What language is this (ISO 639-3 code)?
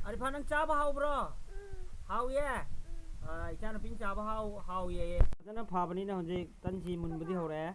mni